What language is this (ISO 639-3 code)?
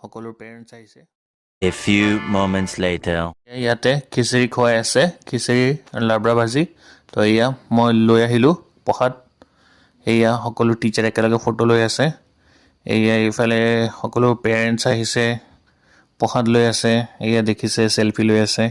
asm